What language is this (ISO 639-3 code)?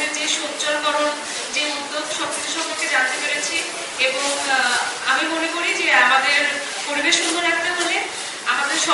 ben